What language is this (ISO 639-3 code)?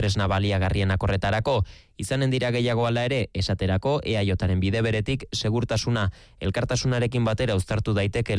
eus